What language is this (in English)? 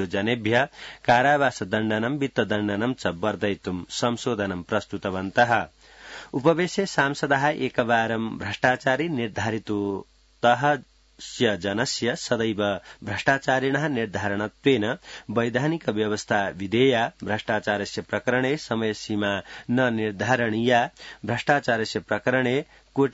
Sanskrit